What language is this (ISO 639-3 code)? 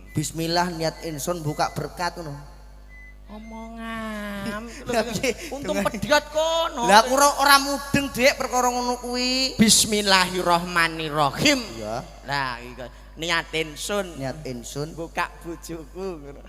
jav